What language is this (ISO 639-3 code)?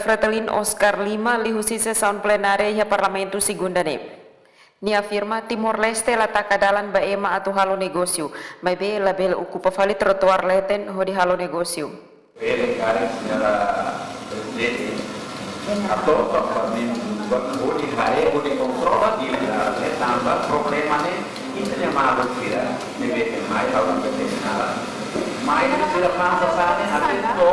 tet